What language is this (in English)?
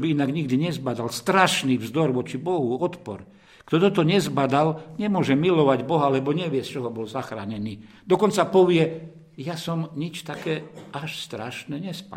Slovak